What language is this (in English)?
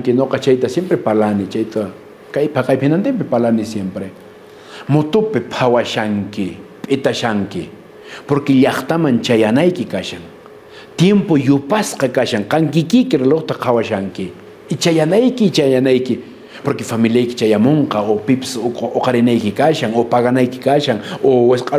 Quechua